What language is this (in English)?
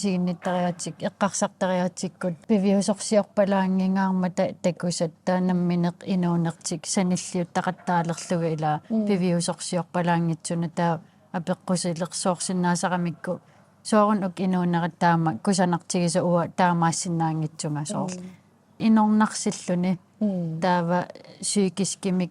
Kalaallisut